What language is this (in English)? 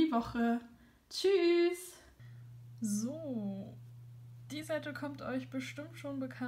German